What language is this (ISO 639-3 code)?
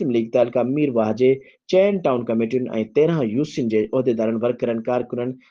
snd